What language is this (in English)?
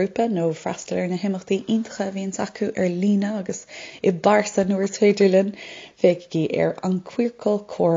Irish